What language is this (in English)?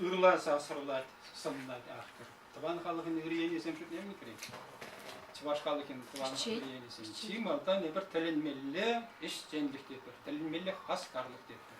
Chuvash